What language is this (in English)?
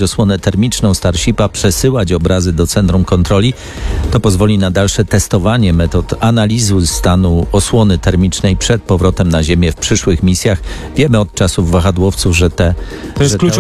Polish